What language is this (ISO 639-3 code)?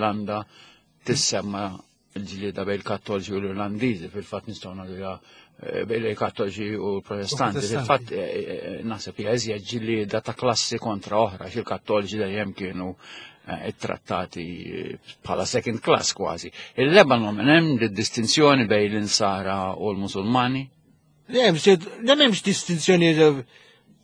mlt